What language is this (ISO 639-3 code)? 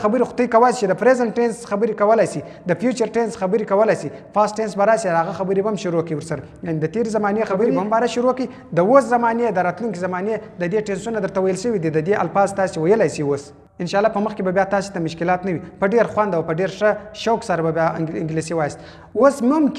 pus